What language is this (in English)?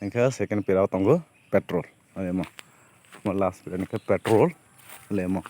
Kok Borok